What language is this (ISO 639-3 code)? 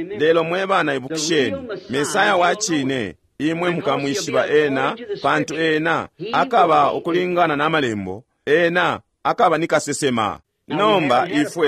bem